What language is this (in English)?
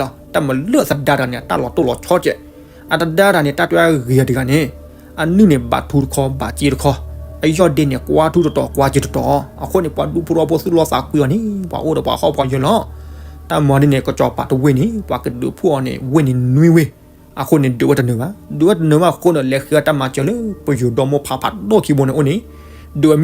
S'gaw Karen